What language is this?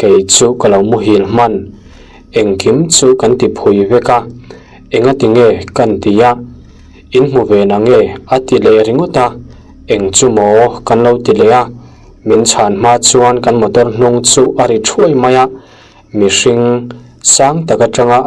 Mizo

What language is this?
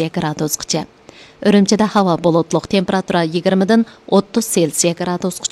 Uyghur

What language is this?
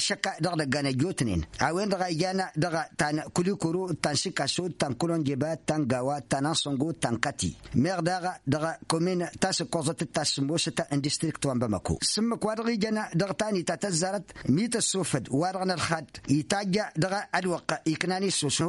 Tamasheq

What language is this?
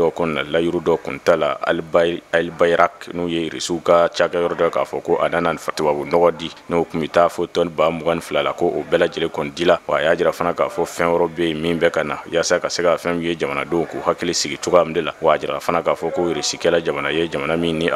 Bambara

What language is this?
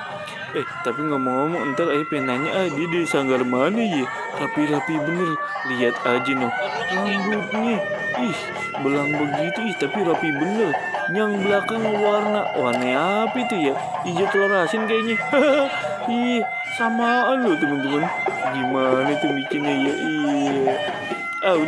Betawi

